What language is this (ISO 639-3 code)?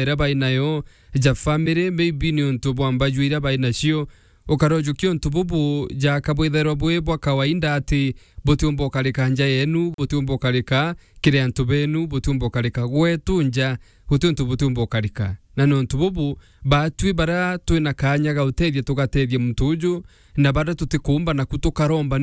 mer